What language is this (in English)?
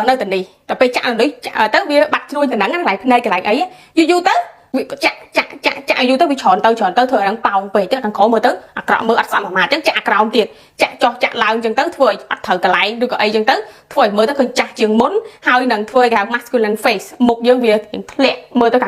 Khmer